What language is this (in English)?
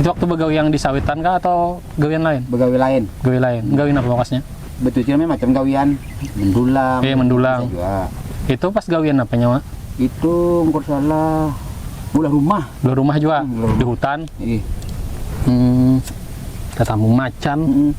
Banjar